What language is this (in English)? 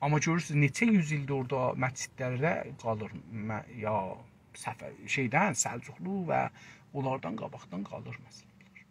South Azerbaijani